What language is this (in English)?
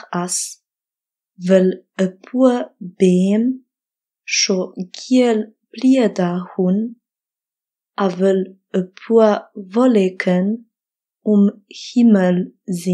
Luxembourgish